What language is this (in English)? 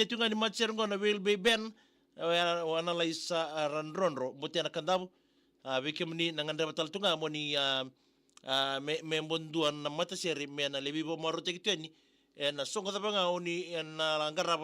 Fijian